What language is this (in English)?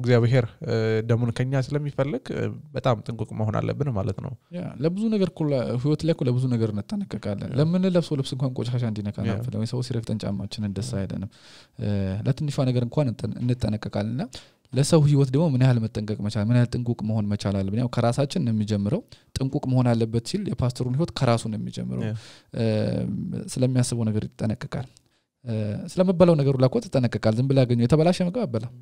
Amharic